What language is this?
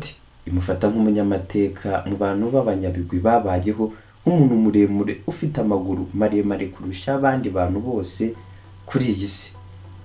Kinyarwanda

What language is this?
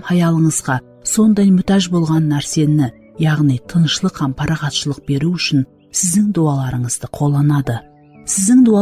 Kara-Kalpak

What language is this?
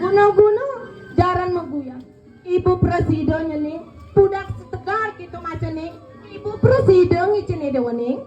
Balinese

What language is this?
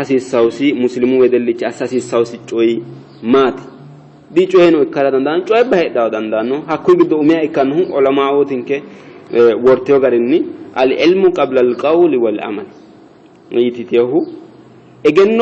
Sidamo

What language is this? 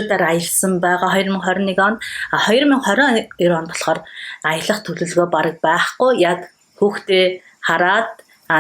Mongolian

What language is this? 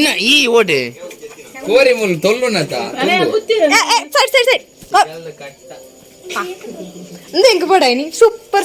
Tulu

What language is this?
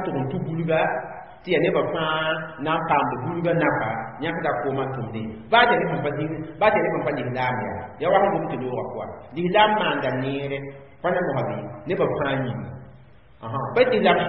Mossi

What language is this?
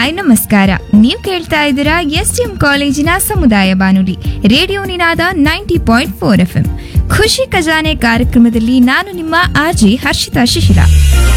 Kannada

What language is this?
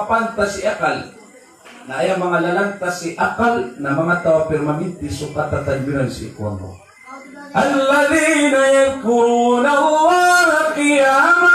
Maranao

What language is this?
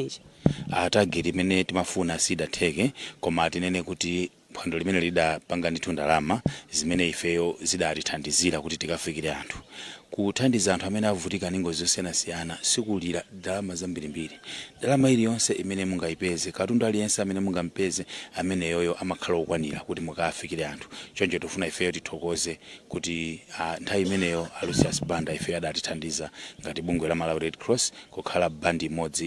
Nyanja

